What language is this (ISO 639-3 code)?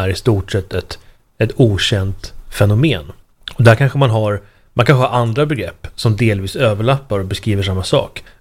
swe